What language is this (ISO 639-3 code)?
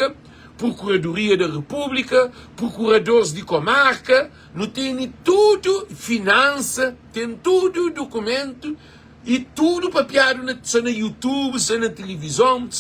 kea